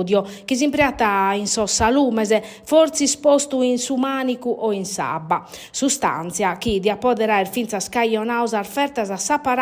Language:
Sardinian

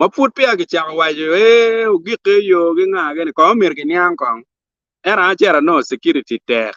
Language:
Acoli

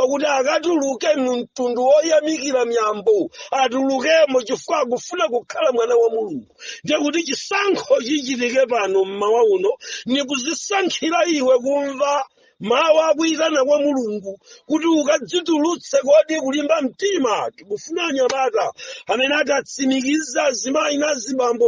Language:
Nyanja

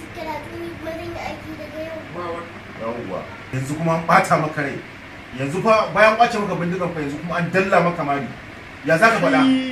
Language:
Hausa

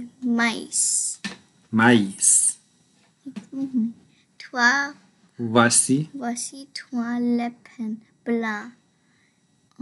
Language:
French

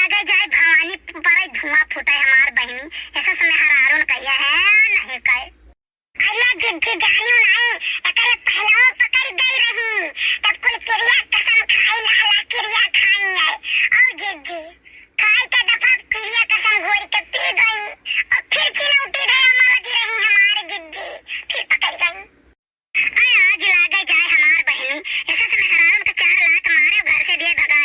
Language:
Awadhi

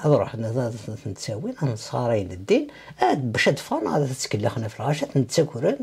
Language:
Kabyle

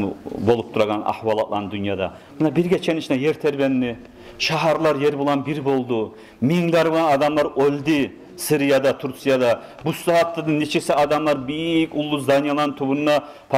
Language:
Kumyk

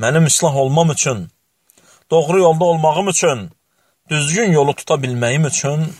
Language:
Azerbaijani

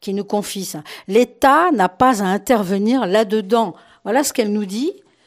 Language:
French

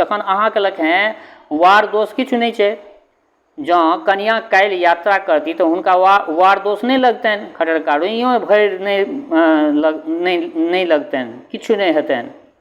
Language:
Maithili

